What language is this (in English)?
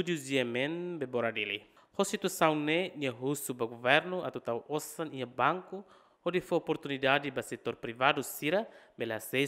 Tetum